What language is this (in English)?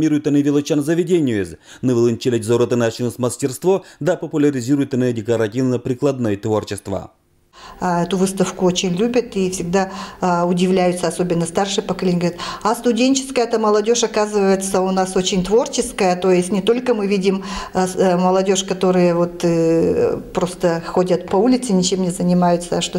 Komi-Permyak